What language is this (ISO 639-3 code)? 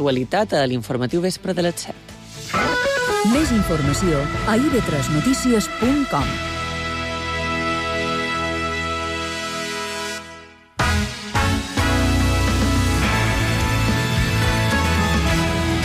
cat